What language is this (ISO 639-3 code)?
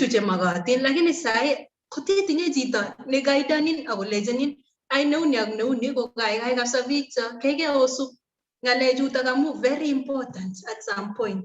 kln